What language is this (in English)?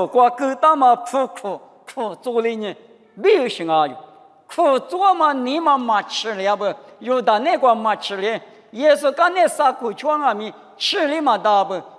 Lisu